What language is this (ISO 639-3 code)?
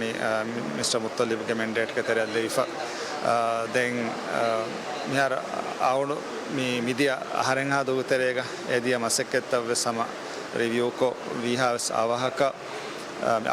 div